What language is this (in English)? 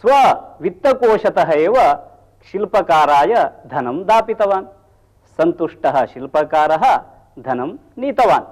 Sanskrit